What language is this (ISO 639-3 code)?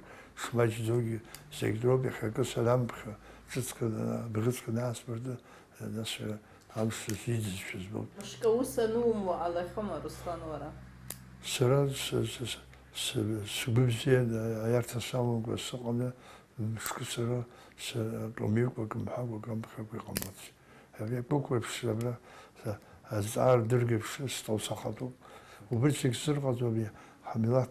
abk